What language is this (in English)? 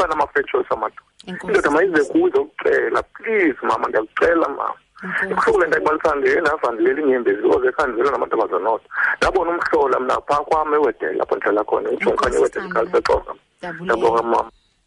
Xhosa